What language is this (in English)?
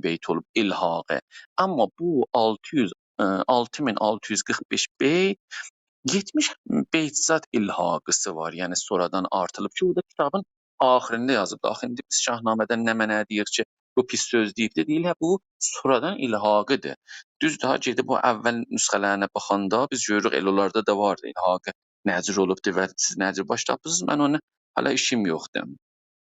South Azerbaijani